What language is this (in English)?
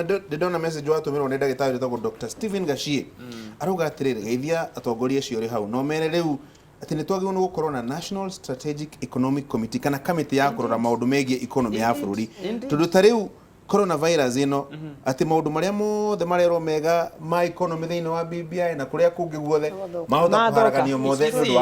Kikuyu